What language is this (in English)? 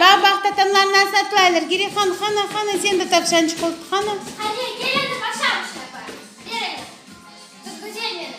Crimean Tatar